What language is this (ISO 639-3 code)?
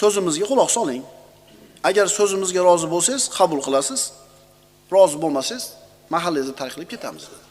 uzb